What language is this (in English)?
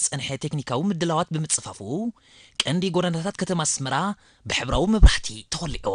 Tigrinya